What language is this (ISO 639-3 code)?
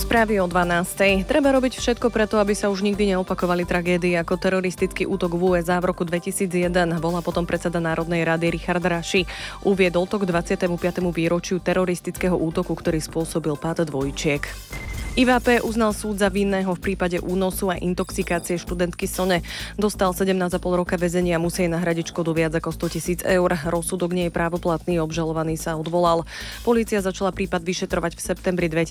slk